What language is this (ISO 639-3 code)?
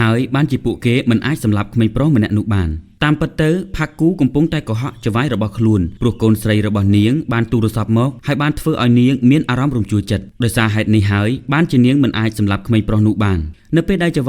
khm